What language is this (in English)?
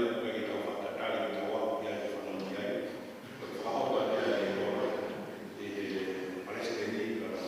Tongan